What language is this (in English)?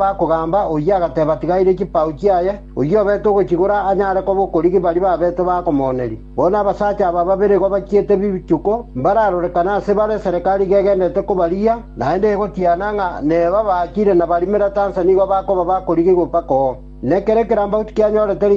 Gusii